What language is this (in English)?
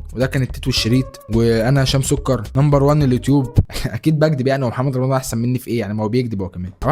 Egyptian Arabic